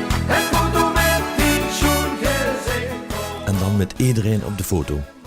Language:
Limburgish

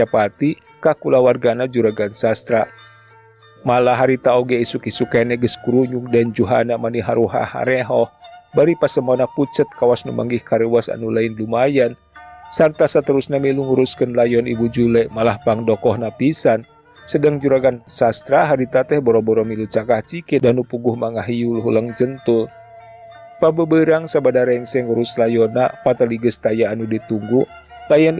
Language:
Sundanese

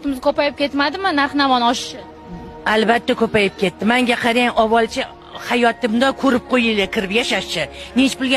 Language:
Uzbek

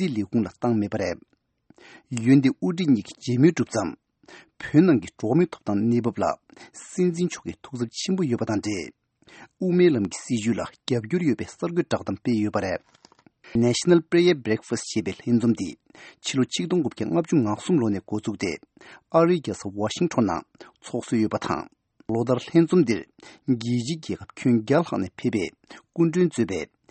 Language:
Tibetan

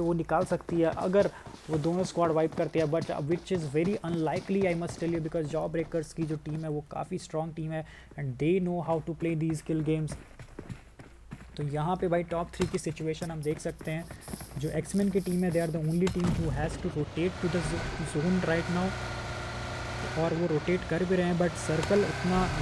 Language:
Hindi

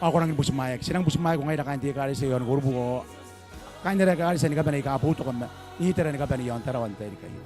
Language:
Gilbertese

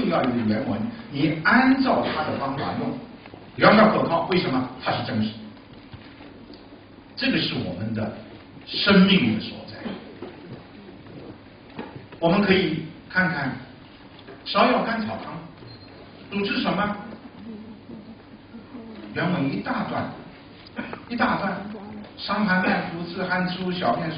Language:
Chinese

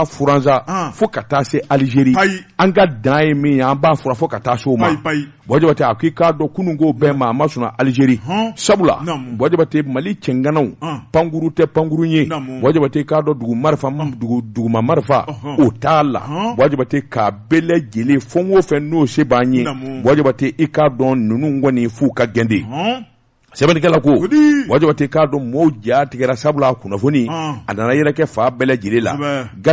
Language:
Bambara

